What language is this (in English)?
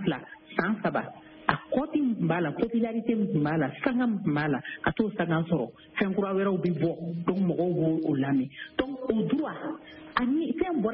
Bambara